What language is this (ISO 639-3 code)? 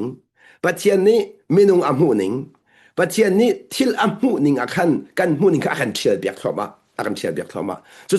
cnh